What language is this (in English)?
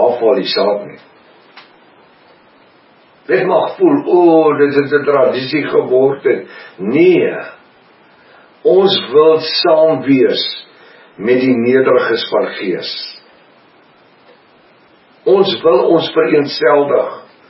Afrikaans